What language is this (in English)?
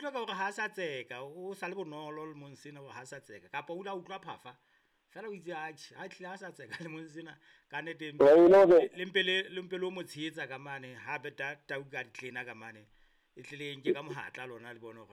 Southern Sotho